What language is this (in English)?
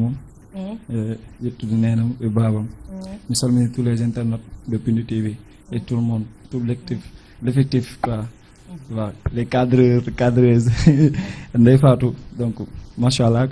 Fula